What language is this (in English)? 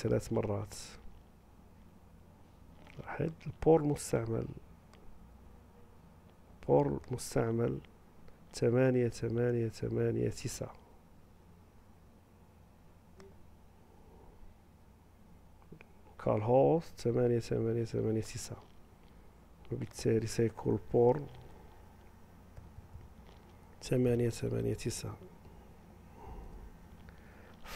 Arabic